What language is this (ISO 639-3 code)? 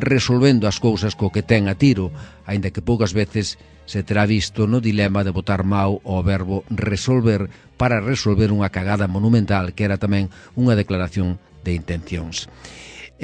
glg